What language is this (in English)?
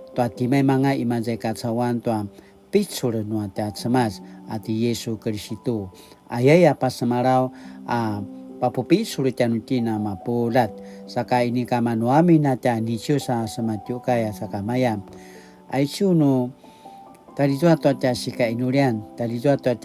Paiwan